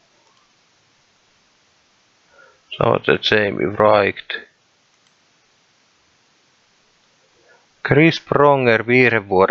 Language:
Finnish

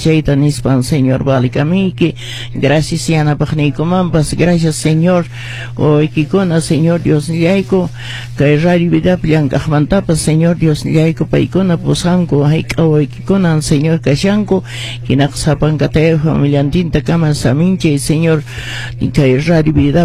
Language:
Quechua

